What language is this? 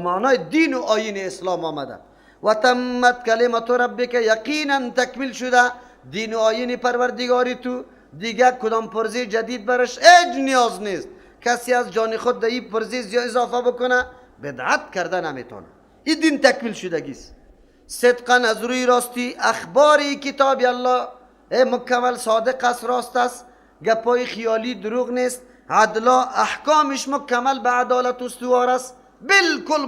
Persian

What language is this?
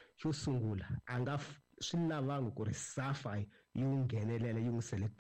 Tsonga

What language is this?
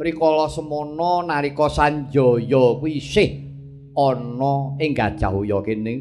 Javanese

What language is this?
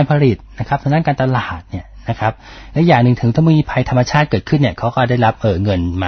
Thai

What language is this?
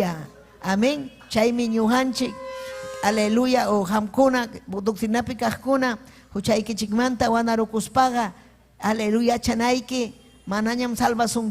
Ayacucho Quechua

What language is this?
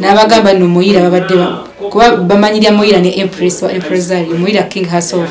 Ganda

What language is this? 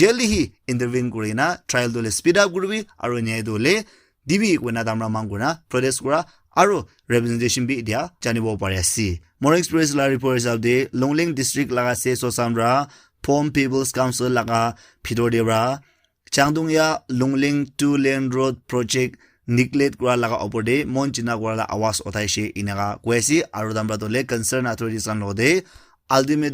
Naga Pidgin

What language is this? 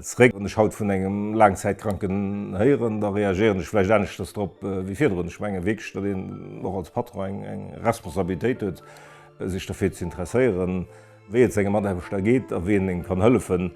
Luxembourgish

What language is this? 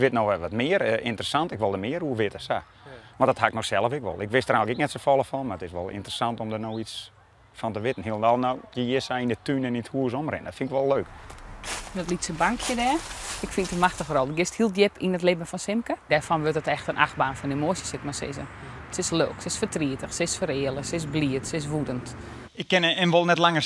Western Frisian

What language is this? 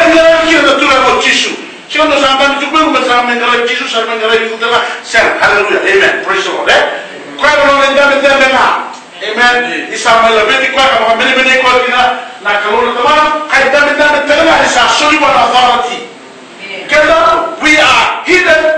Fijian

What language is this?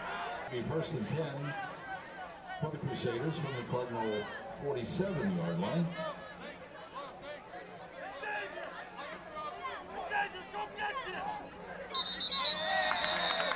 English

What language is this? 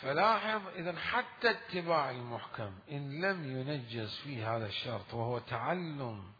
Mesopotamian Arabic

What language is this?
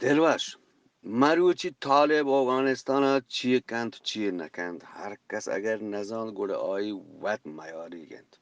Eastern Balochi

